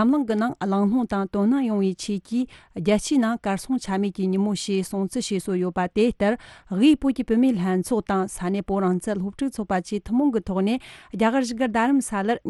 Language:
Tibetan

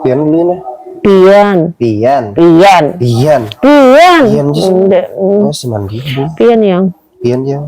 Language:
Banjar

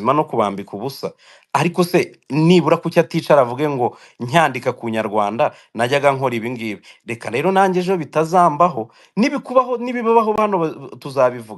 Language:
Kinyarwanda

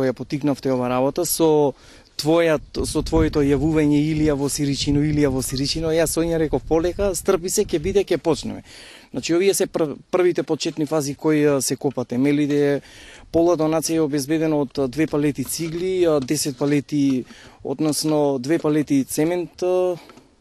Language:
Macedonian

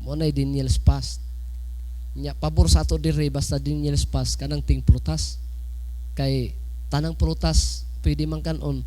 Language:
Cebuano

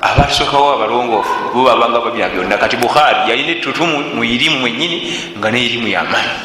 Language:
Ganda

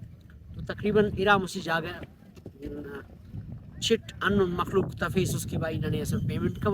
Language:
Brahui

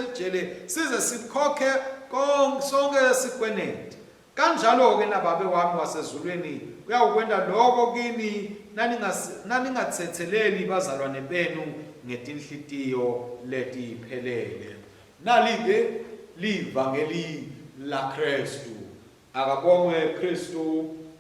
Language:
Swati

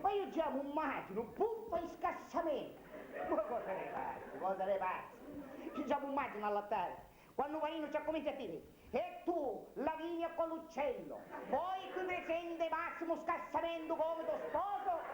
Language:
Sicilian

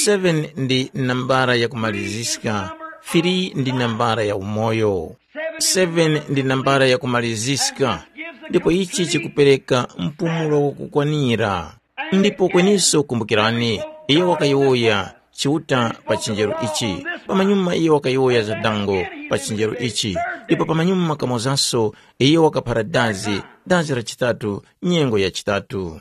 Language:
Tumbuka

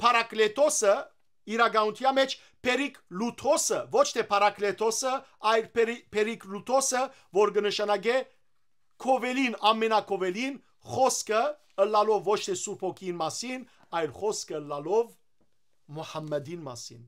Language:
Western Armenian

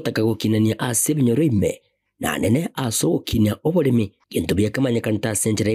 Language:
Gusii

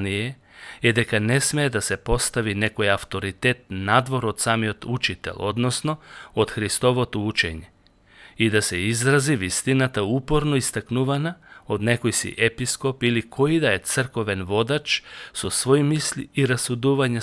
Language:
Macedonian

